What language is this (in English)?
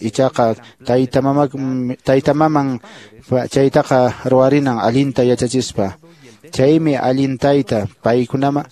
Quechua